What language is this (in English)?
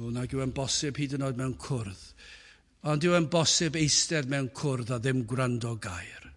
Welsh